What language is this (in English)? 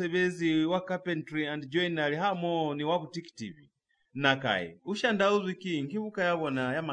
Lozi